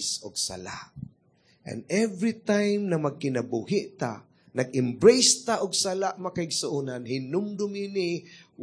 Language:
Cebuano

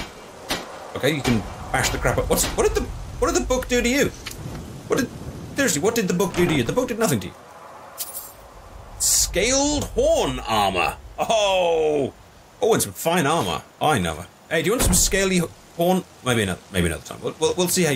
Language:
English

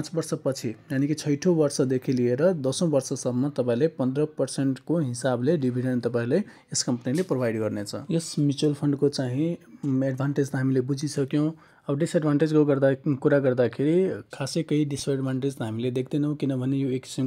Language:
Nepali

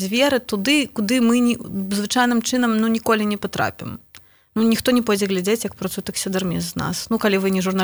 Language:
Belarusian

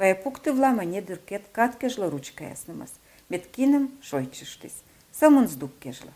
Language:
Komi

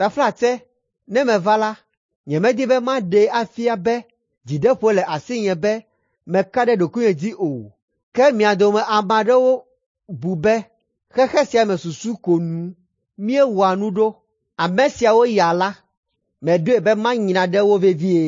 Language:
Ewe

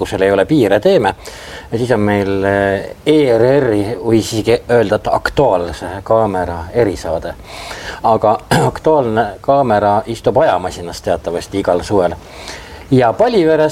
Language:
Estonian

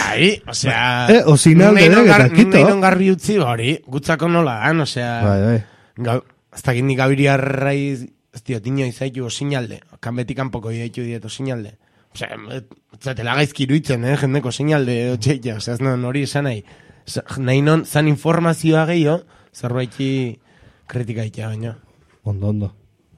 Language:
Basque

